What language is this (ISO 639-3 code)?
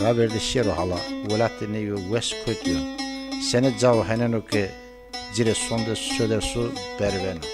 zza